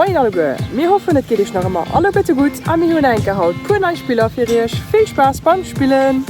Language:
Luxembourgish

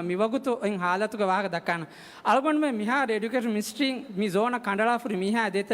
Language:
Divehi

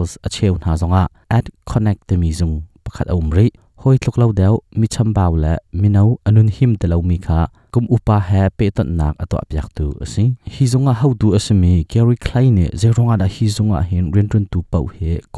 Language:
Hakha Chin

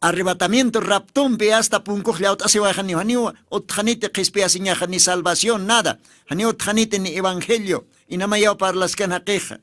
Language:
Aymara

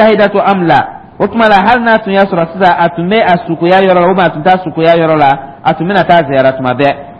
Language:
Dyula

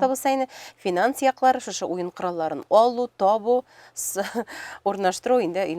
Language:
Tatar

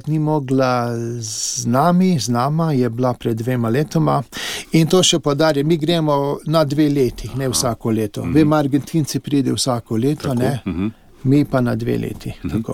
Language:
Slovenian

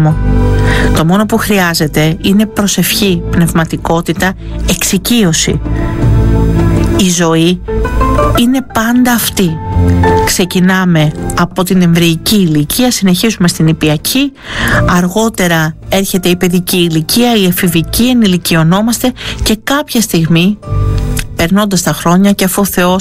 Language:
Greek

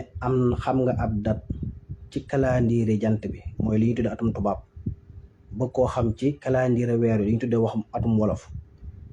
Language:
Wolof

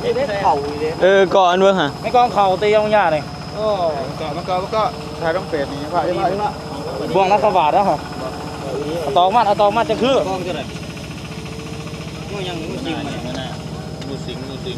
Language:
Northeastern Thai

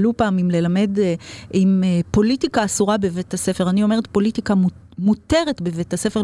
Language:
Hebrew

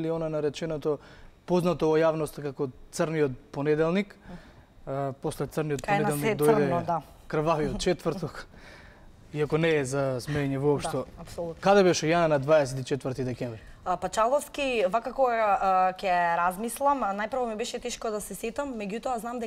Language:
Macedonian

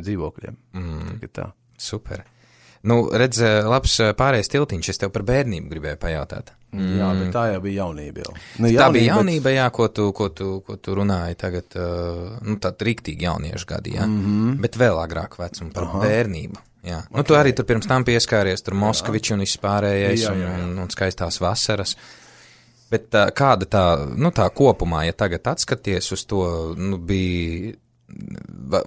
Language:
Latvian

